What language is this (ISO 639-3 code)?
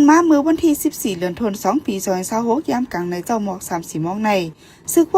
shn